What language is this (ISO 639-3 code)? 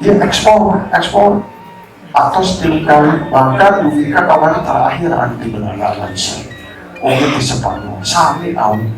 sun